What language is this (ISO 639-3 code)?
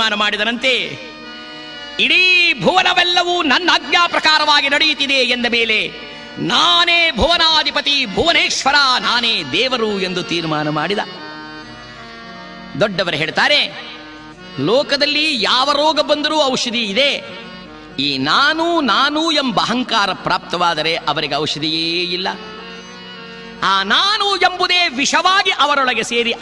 kan